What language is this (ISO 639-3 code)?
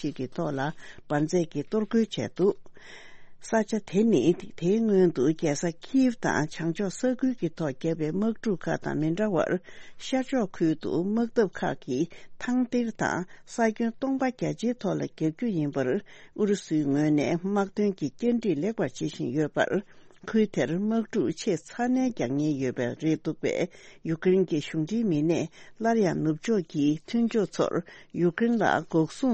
bod